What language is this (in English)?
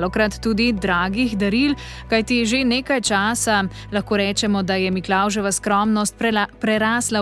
Slovenian